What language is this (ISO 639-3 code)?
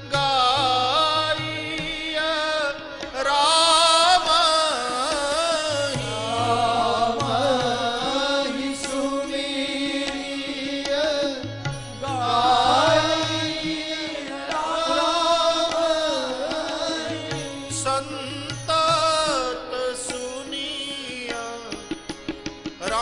hin